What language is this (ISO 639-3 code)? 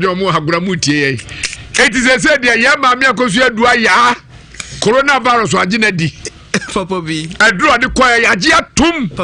aka